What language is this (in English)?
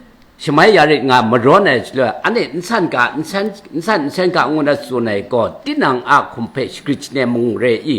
Kachin